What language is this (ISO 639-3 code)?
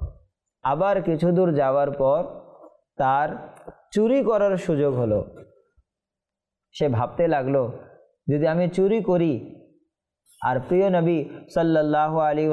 ben